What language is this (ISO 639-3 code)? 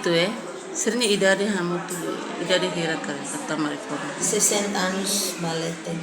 tet